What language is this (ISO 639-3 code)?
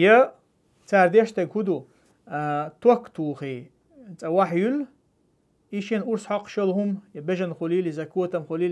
che